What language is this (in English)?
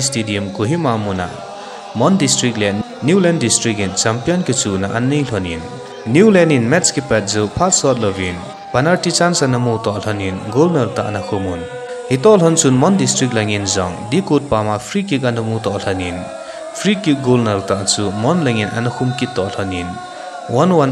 Thado Chin